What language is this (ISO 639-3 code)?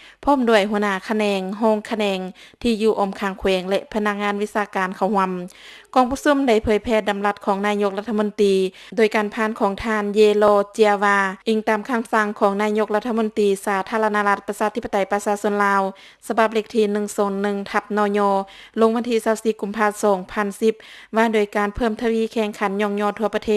lao